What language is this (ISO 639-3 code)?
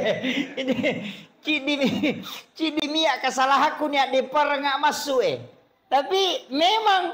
bug